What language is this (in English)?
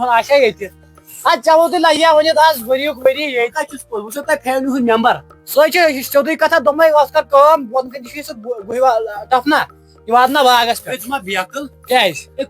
Kashmiri